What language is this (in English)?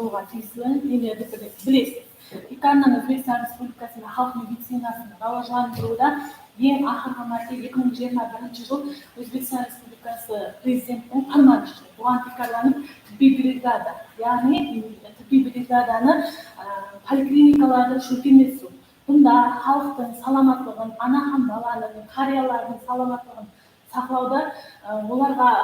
Kara-Kalpak